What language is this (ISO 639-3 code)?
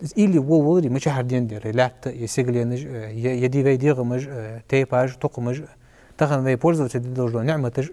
inh